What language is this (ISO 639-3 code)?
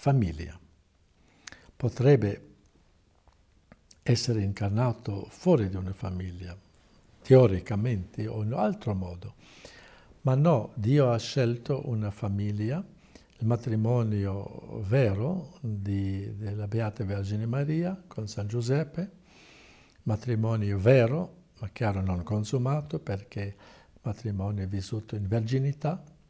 ita